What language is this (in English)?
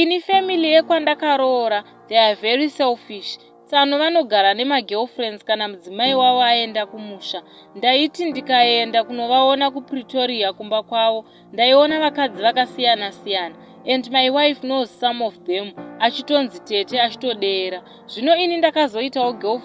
Shona